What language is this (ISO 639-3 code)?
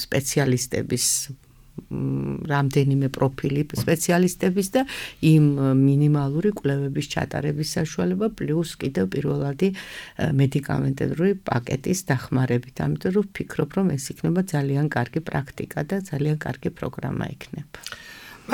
kat